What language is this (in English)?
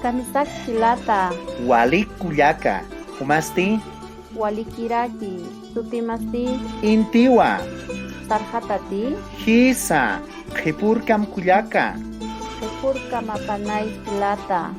Aymara